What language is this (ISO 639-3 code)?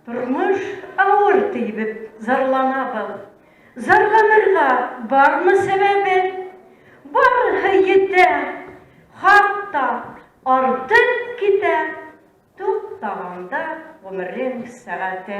bak